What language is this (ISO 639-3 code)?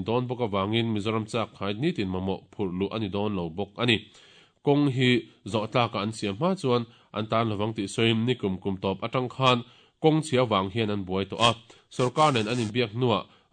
lus